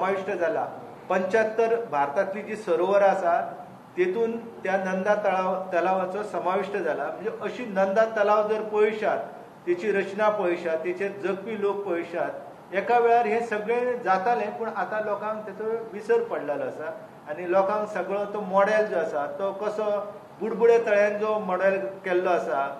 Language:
Konkani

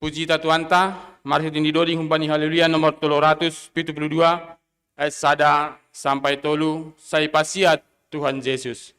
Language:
Batak Simalungun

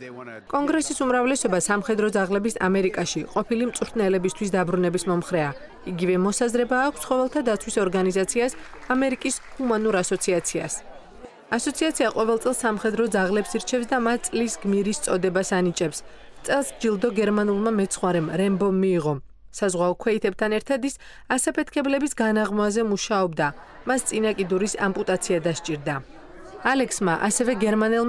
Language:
Georgian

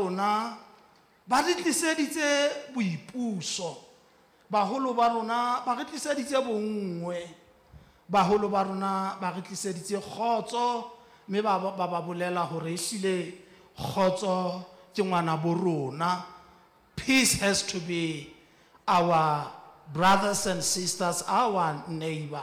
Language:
Southern Sotho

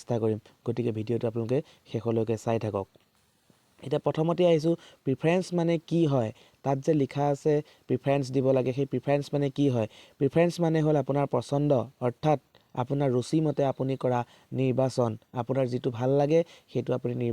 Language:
Assamese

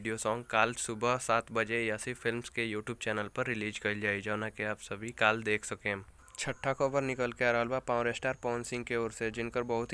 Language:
Bhojpuri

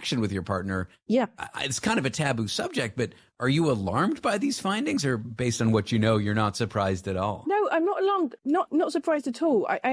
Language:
English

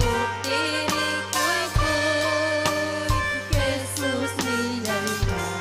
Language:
Ayacucho Quechua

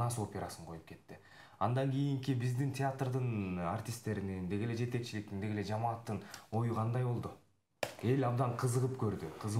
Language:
Kyrgyz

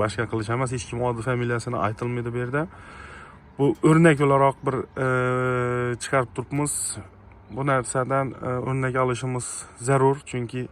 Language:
Uzbek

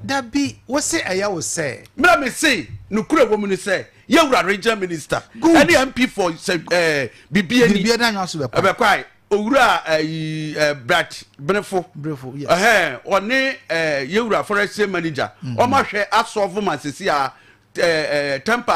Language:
Akan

